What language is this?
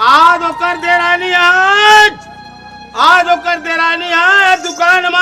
Chhattisgarhi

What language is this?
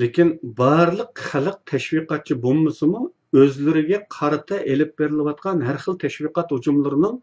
Uyghur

